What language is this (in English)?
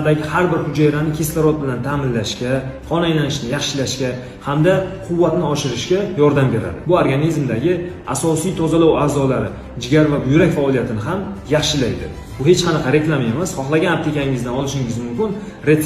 Uzbek